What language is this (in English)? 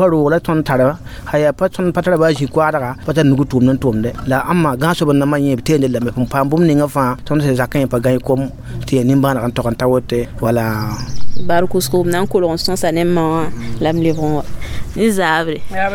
Mossi